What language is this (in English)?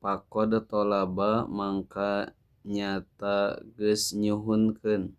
Sundanese